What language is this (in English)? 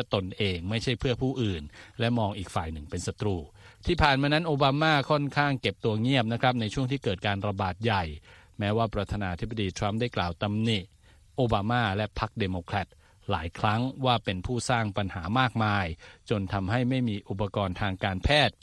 Thai